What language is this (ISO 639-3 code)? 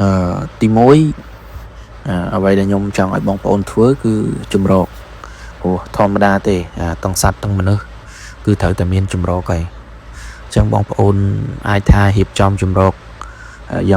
khm